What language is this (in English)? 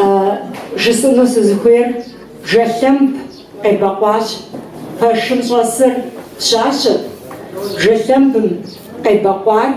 Kabardian